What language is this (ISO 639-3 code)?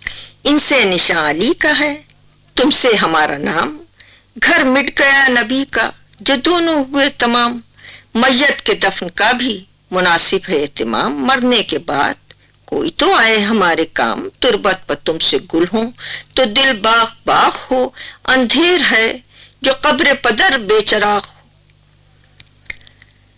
urd